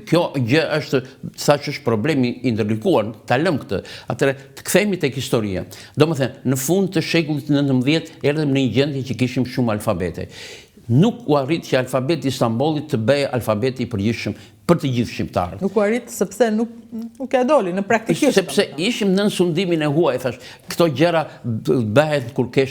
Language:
Albanian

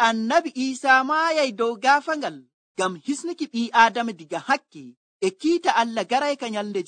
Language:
Nigerian Fulfulde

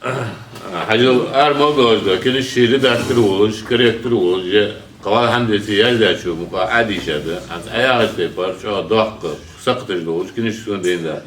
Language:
Ingush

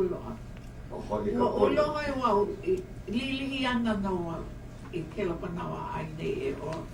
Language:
Hawaiian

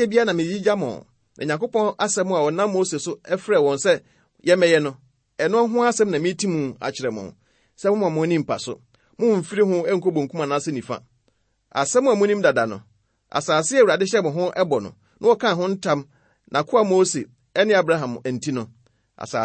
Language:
Akan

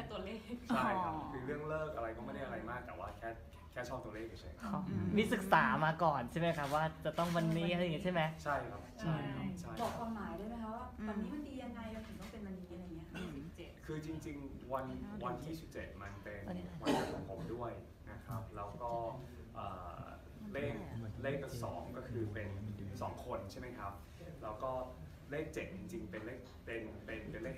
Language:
Thai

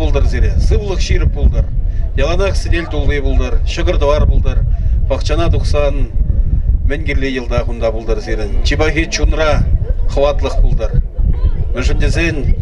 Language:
Chuvash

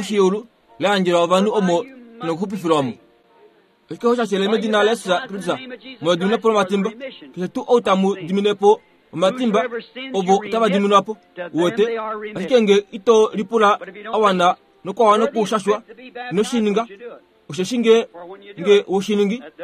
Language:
Kuanyama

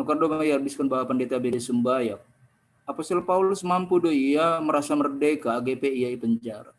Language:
Batak Simalungun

